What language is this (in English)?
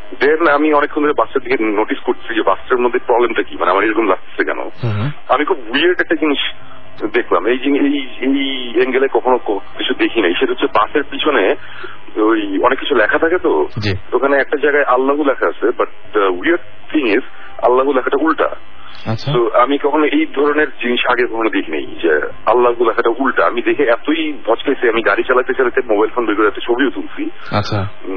Bangla